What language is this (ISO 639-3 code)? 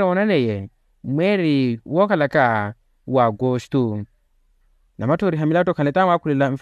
vmw